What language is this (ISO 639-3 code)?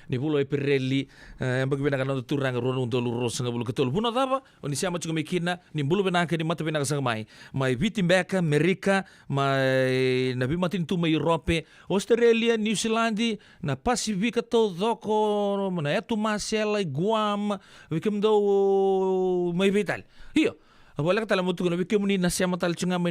fij